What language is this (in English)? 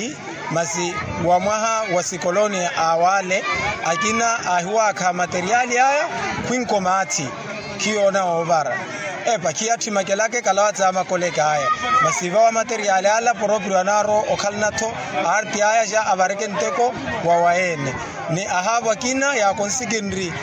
Makhuwa